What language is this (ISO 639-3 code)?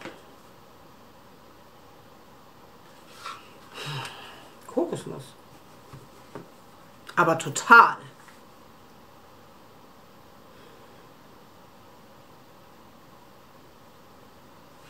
deu